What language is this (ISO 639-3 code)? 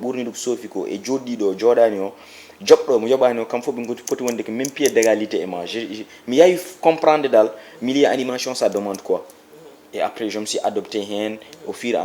ful